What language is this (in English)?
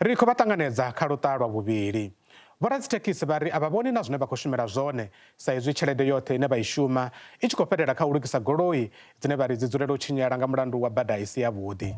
Venda